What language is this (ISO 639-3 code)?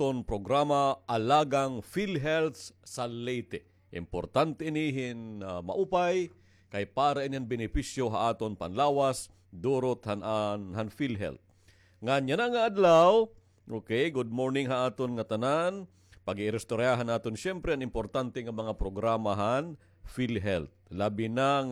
war